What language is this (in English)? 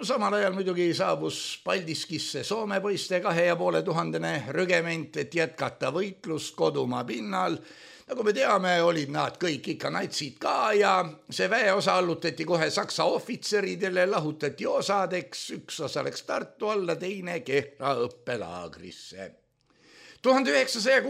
Estonian